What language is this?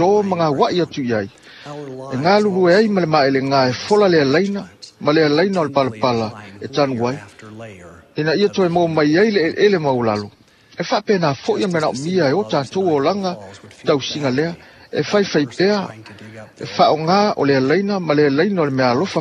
Samoan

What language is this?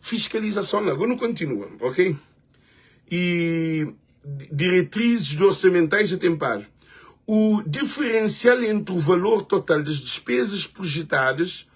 Kabuverdianu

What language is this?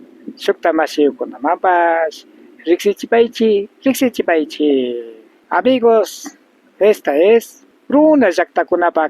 Imbabura Highland Quichua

